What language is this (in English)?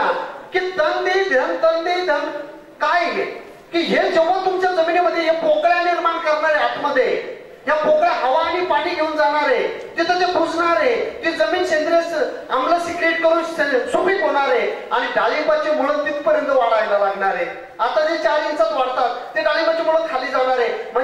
Marathi